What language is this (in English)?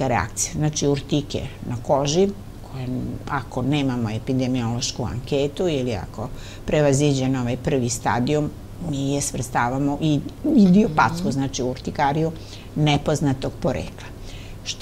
Serbian